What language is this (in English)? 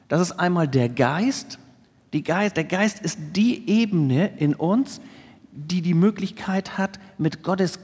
German